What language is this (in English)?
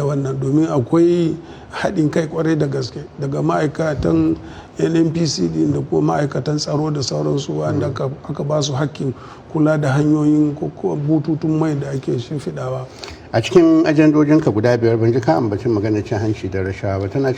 Hausa